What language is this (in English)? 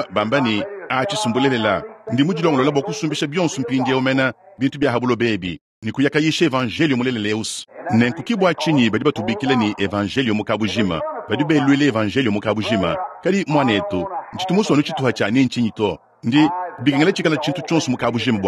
Luba-Lulua